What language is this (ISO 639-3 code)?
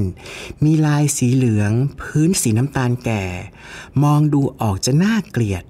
tha